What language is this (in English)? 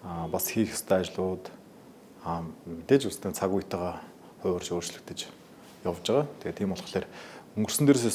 Mongolian